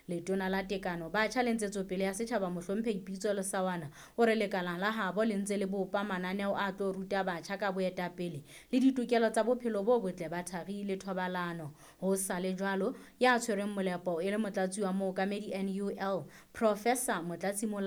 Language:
Southern Sotho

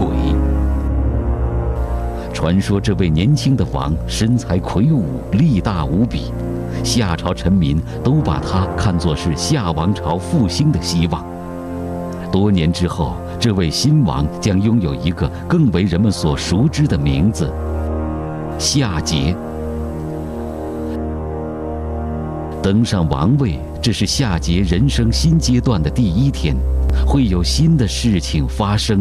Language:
Chinese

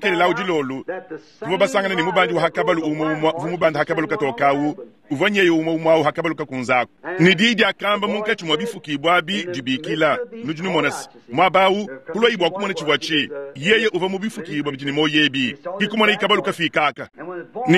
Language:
Luba-Lulua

